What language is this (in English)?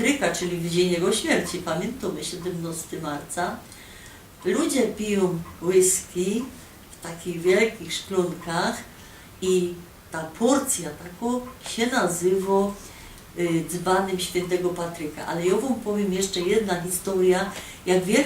Silesian